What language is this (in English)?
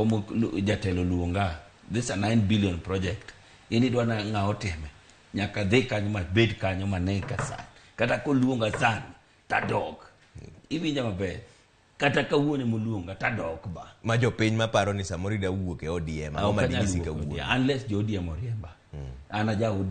Luo (Kenya and Tanzania)